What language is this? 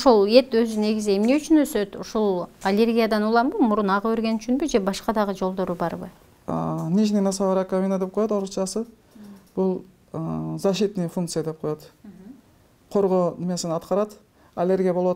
Kyrgyz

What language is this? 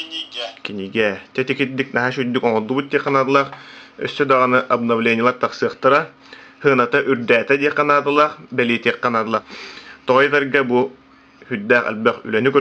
Yakut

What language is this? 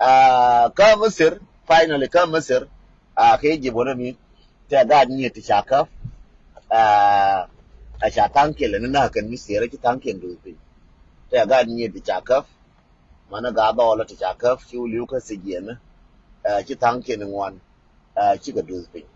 Nuer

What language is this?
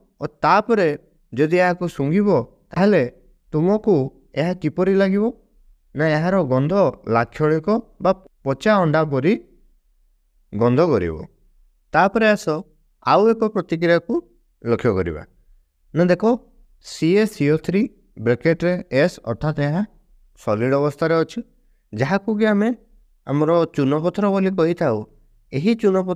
Odia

